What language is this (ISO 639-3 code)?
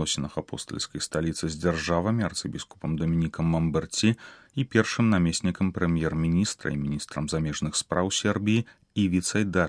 bel